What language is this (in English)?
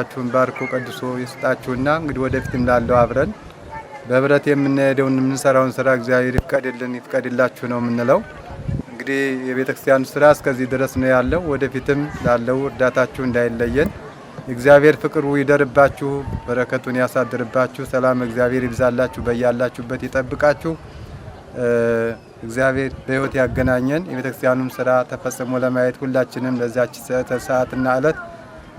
Amharic